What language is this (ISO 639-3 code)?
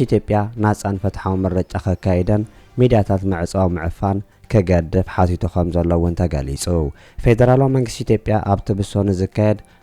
tir